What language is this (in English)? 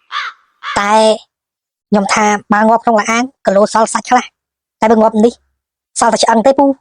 Khmer